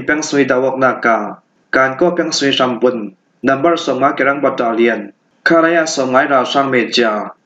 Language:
Falam Chin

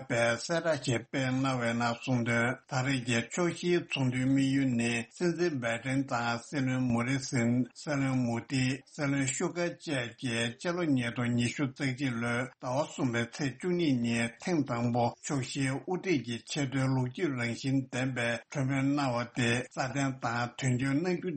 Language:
Tibetan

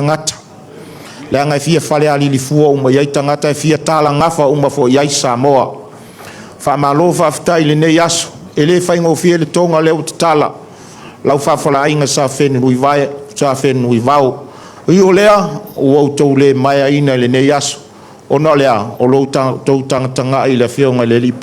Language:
Samoan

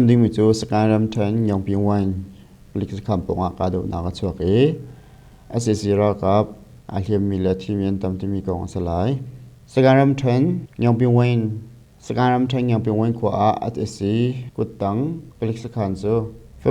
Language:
Hakha Chin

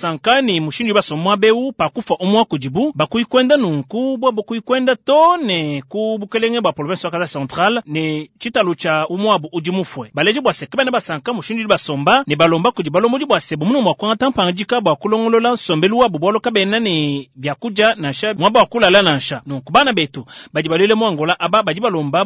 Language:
Luba-Lulua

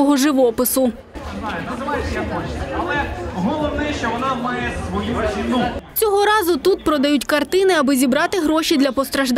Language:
Ukrainian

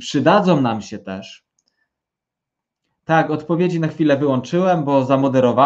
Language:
Polish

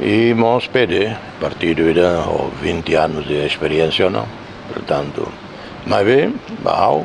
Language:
Tetum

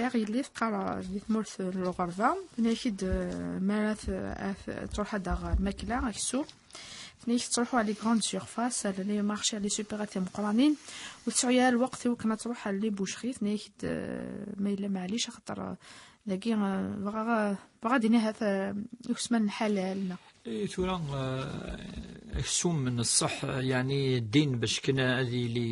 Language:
Kabyle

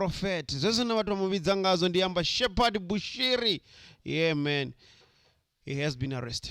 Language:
Venda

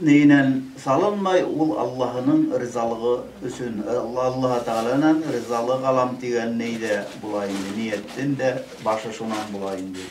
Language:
Bashkir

